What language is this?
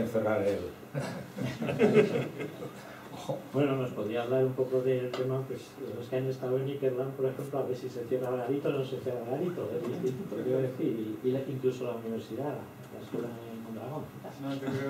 Spanish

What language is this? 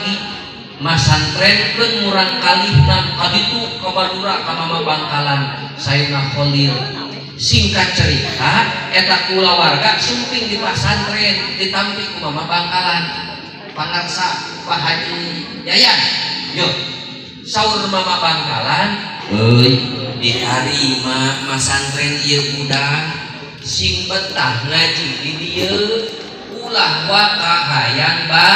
Sundanese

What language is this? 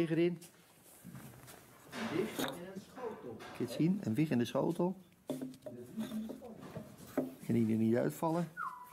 Dutch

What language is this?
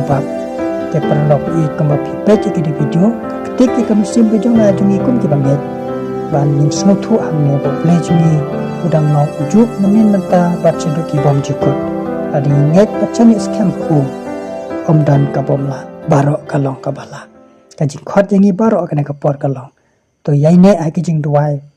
Khasi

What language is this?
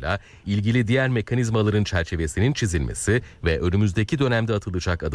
Turkish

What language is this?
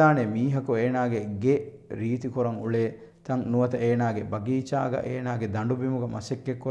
Divehi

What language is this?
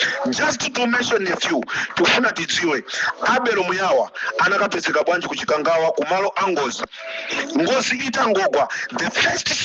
Nyanja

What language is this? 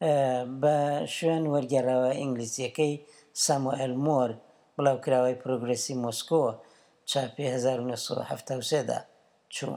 Central Kurdish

